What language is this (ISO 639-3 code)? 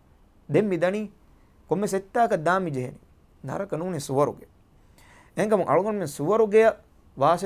div